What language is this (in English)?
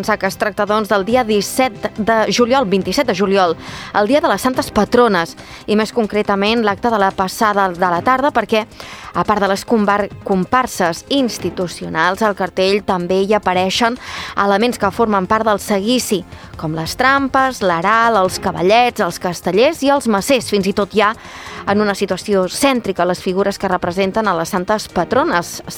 Catalan